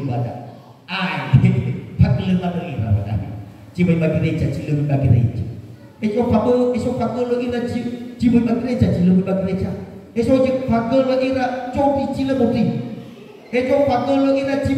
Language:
Nias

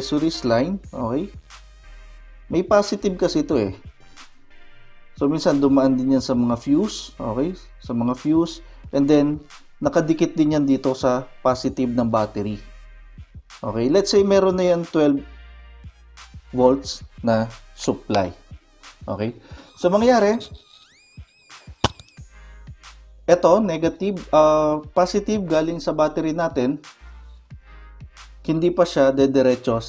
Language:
Filipino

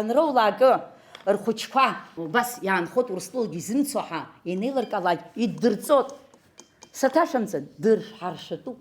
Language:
Abkhazian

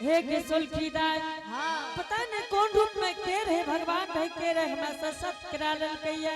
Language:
Angika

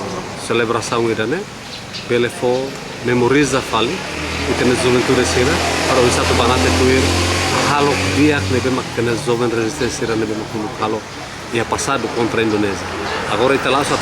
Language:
Tetum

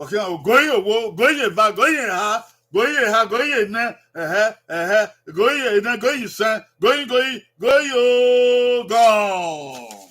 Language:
Bini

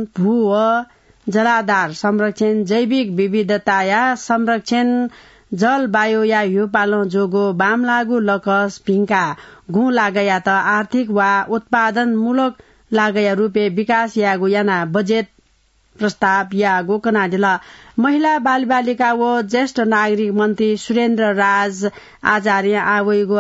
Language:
Newari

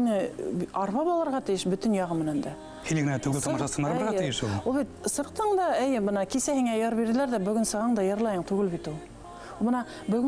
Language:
Bashkir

